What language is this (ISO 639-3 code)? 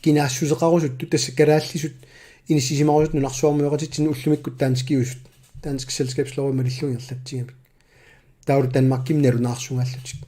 kal